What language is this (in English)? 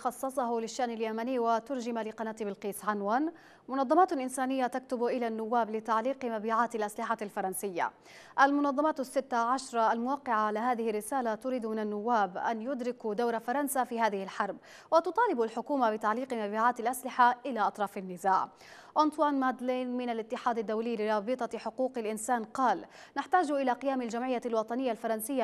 Arabic